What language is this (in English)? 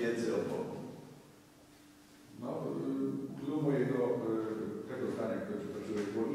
Polish